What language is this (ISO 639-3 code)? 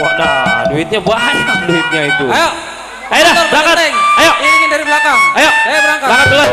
bew